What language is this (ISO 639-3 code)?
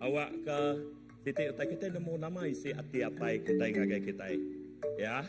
iba